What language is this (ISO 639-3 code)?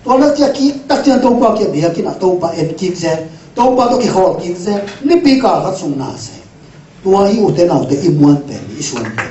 ctd